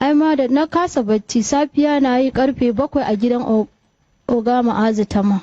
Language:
Hausa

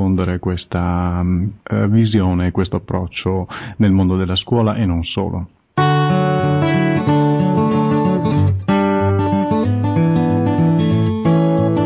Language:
Italian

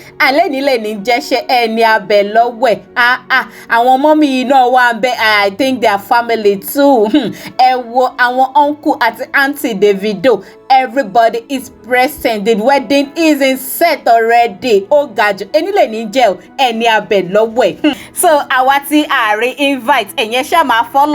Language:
Yoruba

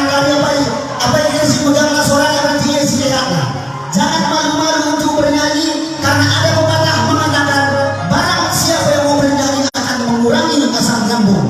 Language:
Batak Karo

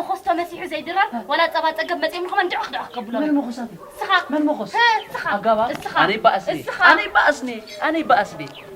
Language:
Tigrinya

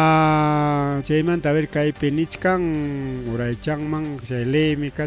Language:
Ayacucho Quechua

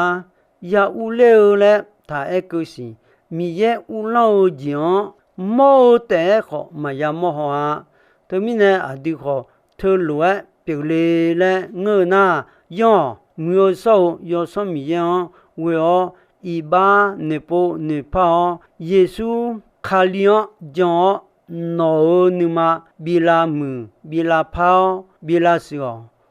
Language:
Akha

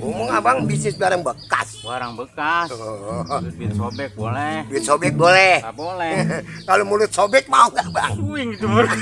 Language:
Betawi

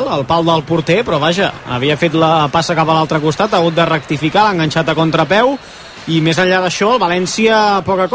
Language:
Catalan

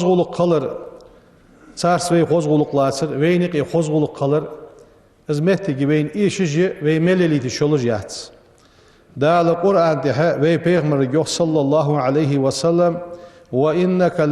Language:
Ingush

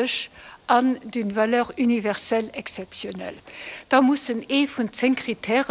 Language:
Luxembourgish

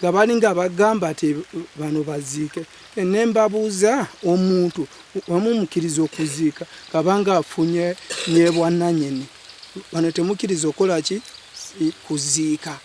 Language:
Ganda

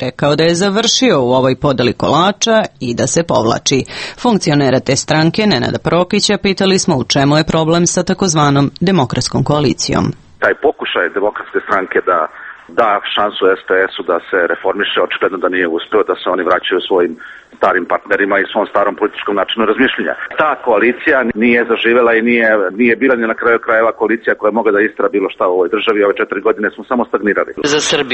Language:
Serbian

